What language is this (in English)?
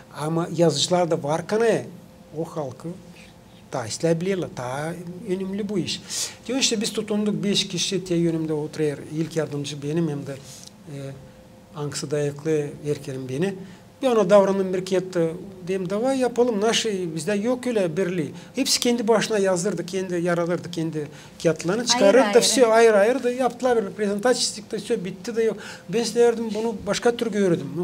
Gagauz